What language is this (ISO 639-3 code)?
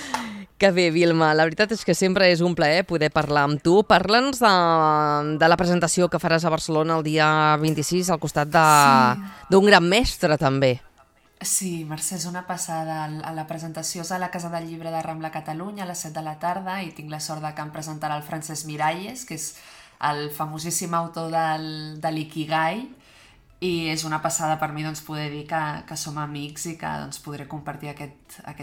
cat